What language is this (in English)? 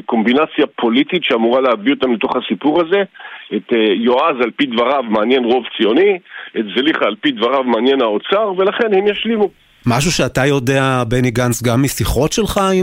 Hebrew